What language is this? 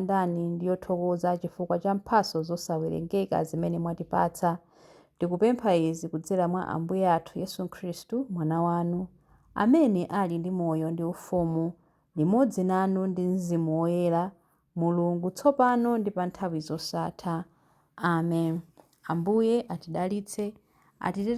Nyanja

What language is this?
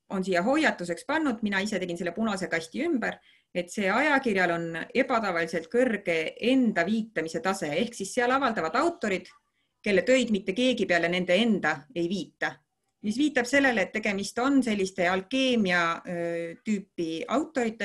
Estonian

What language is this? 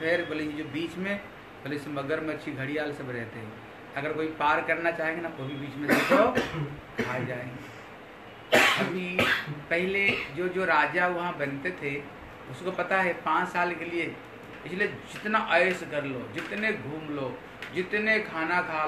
Hindi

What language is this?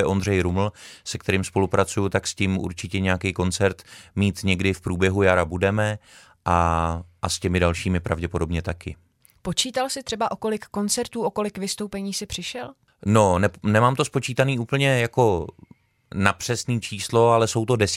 Czech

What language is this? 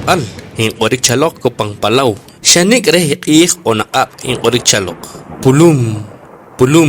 Poqomchi'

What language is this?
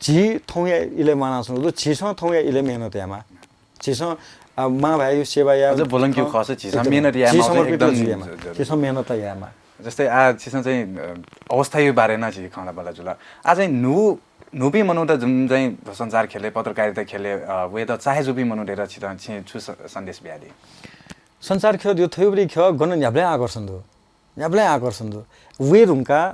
Newari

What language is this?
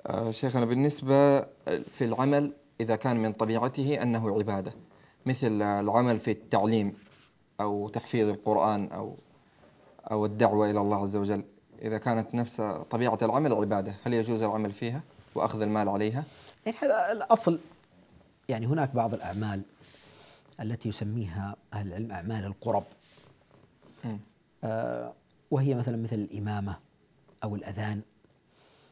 Arabic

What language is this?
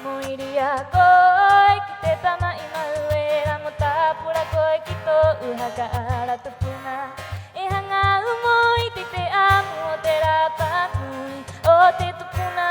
Rapanui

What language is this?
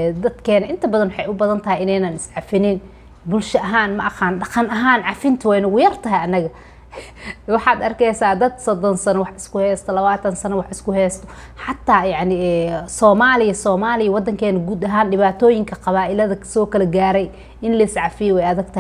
Somali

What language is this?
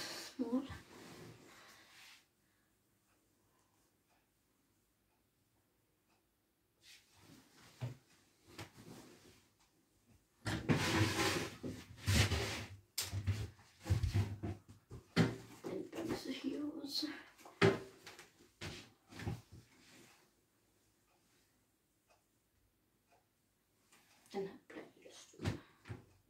Danish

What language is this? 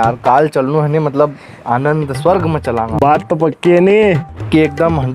Rajasthani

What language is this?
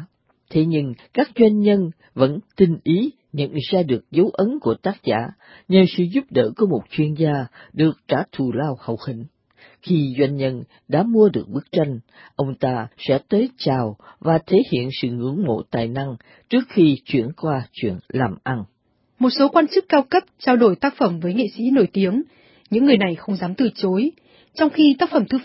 Vietnamese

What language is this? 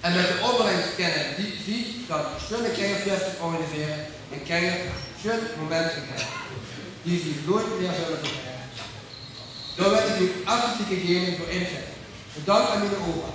Limburgish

